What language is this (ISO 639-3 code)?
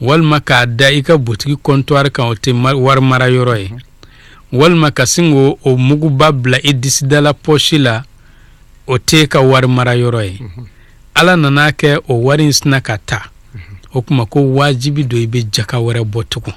bam